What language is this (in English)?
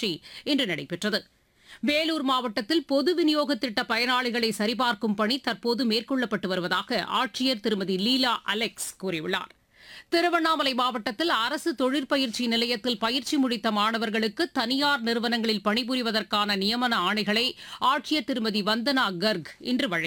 Tamil